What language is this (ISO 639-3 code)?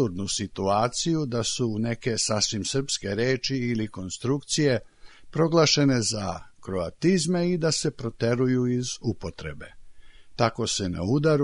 srp